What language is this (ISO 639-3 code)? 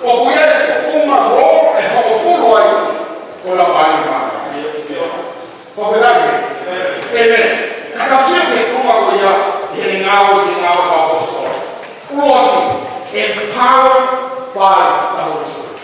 ton